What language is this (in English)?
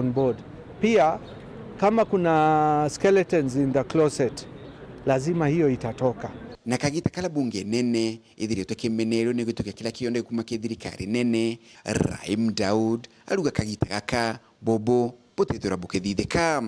Meru